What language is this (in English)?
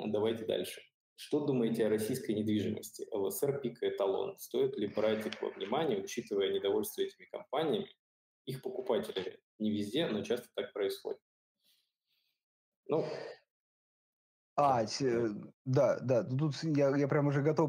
Russian